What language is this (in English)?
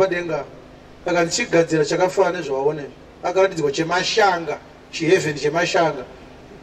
Shona